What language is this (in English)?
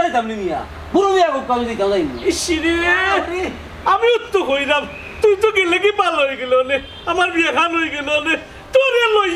Sylheti